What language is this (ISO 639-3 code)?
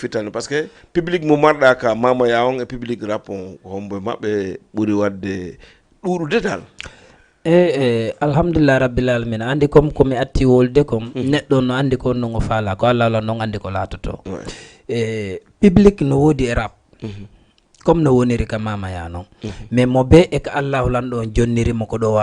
ful